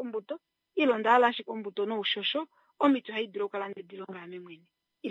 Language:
Kuanyama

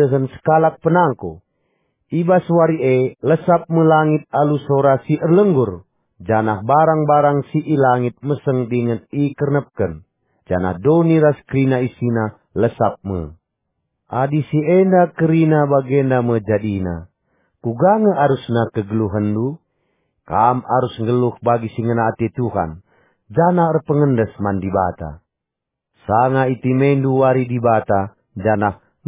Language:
Batak Karo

